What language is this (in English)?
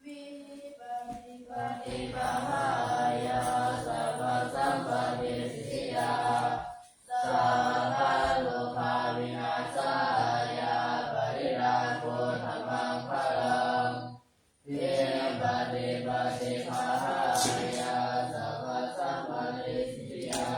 Pali